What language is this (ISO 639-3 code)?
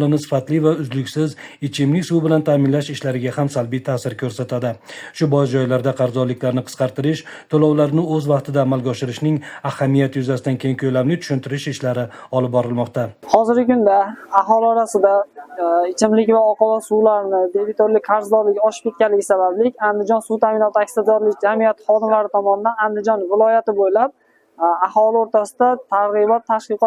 uzb